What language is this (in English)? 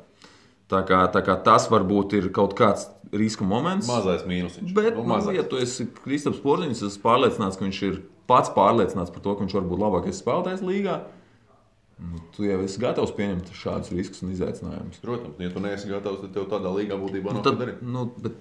Latvian